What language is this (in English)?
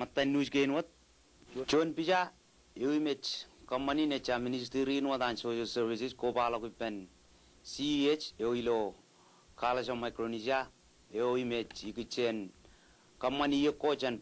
Marshallese